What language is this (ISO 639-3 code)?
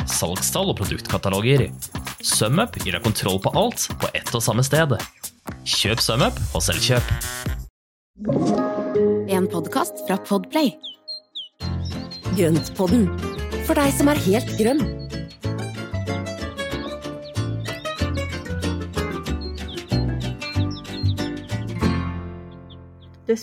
nor